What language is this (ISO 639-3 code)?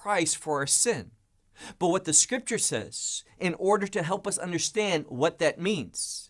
eng